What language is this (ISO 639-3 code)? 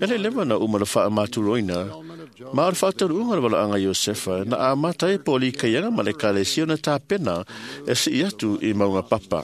smo